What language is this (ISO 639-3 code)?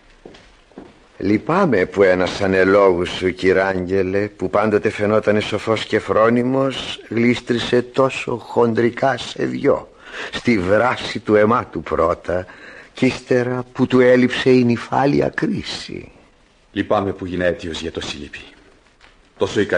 ell